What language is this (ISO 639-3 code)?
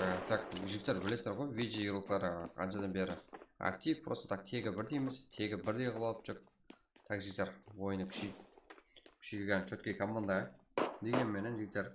kaa